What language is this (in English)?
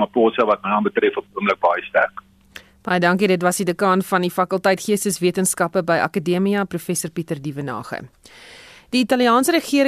Afrikaans